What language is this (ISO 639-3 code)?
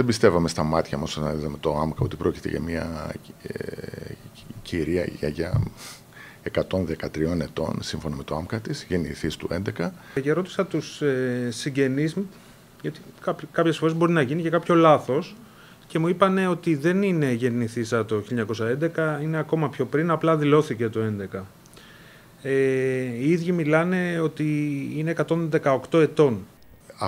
ell